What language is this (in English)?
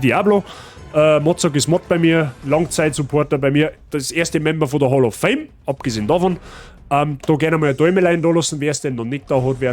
Bavarian